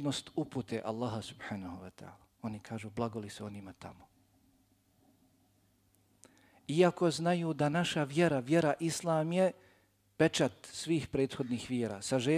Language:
Bosnian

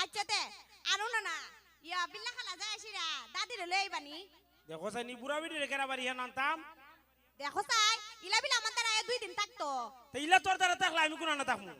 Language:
Sylheti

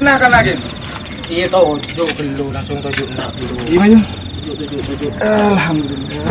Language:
Madurese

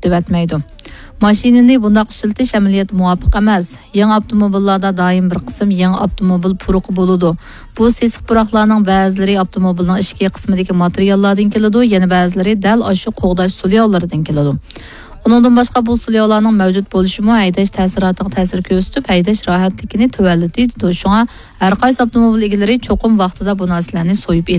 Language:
Uyghur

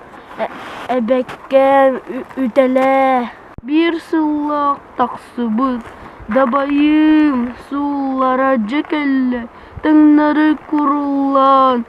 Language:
Yakut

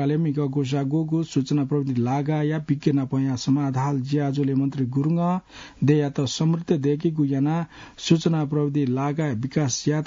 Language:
Newari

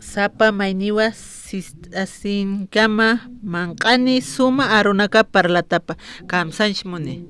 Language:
Aymara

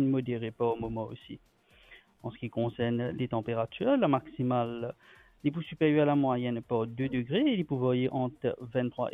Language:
Morisyen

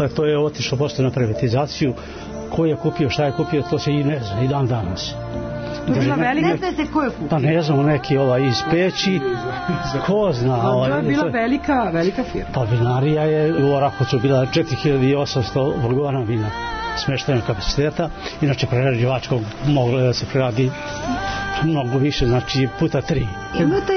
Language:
Serbian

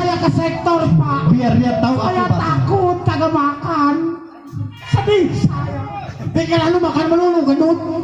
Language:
Betawi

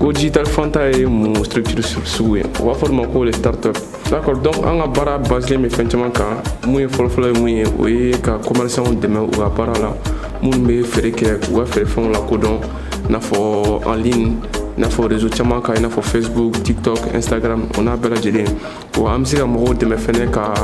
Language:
Bambara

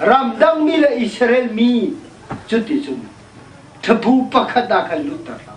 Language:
Hakha Chin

